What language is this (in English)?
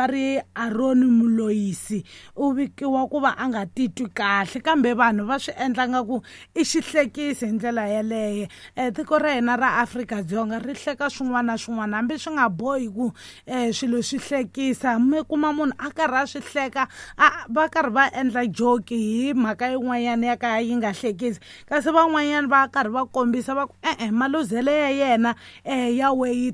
Tsonga